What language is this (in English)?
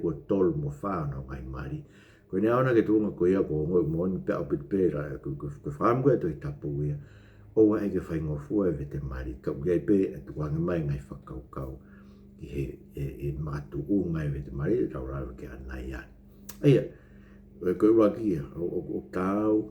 Tongan